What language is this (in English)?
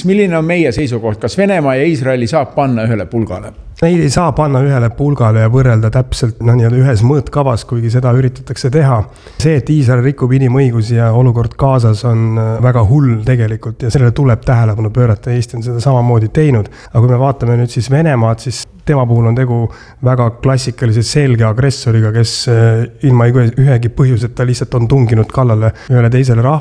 Estonian